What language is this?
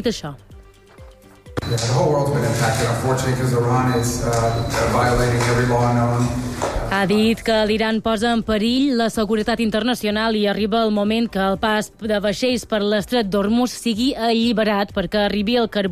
Catalan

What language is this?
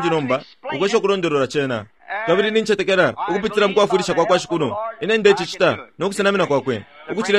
Bemba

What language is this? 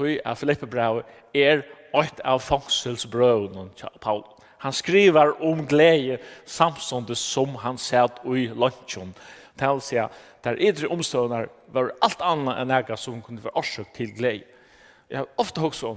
Faroese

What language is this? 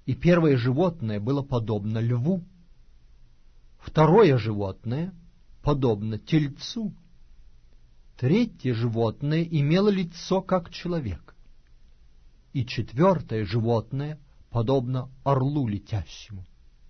Russian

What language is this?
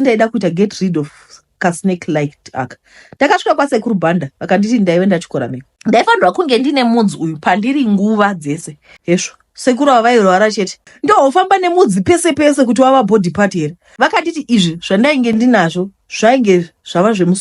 Shona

